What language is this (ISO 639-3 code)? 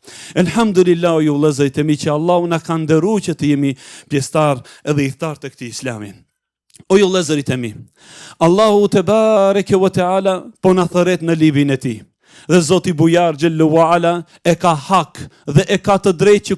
sqi